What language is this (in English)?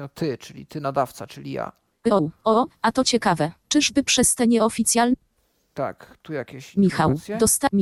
Polish